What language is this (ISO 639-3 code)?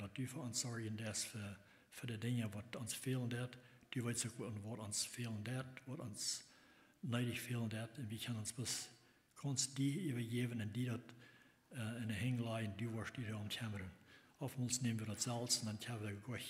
pdt